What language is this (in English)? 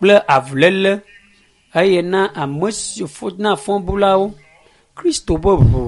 Ewe